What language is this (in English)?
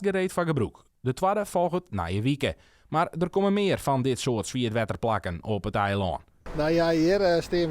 Western Frisian